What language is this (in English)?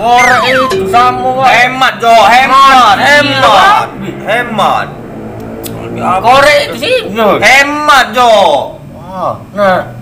Musi